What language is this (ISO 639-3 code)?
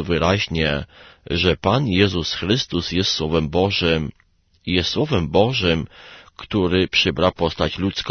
pol